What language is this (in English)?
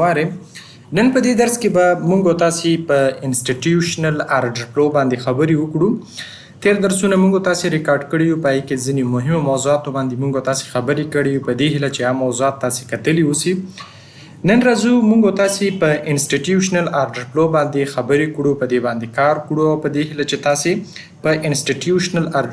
Pashto